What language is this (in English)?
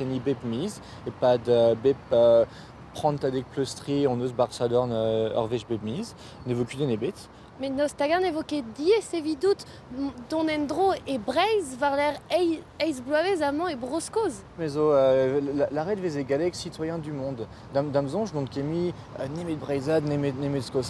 Breton